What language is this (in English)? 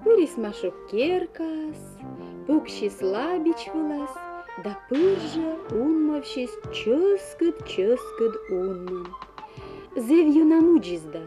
Komi